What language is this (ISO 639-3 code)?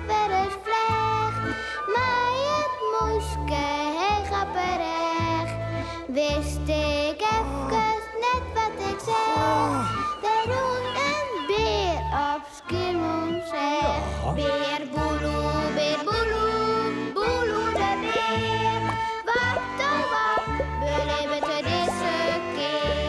fry